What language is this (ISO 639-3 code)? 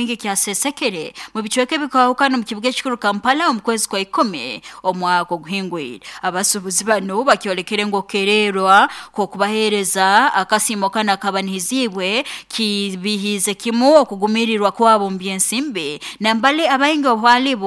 nyo